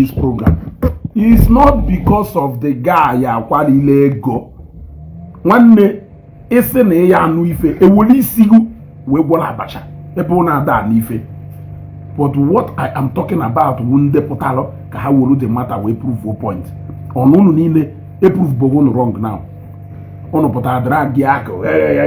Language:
Igbo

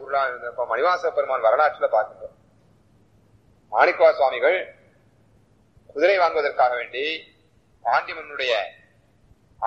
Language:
Tamil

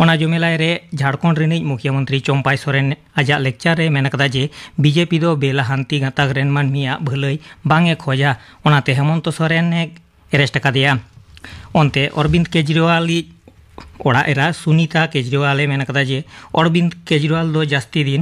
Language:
Santali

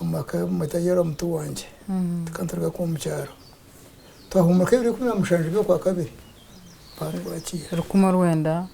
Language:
Nyankole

